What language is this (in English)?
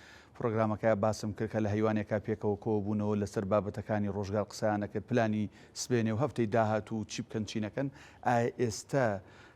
Central Kurdish